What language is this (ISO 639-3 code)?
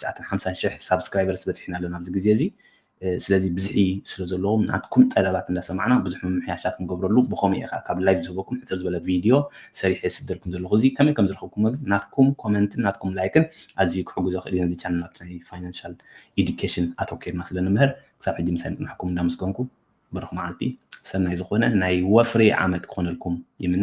tir